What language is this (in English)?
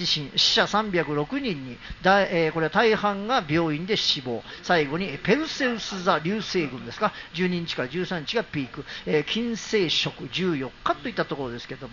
Japanese